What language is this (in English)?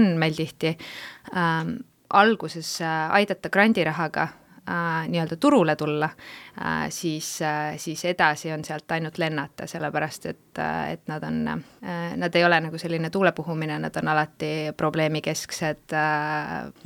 Estonian